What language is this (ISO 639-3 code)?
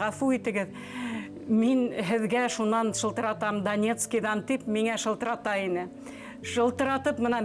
bak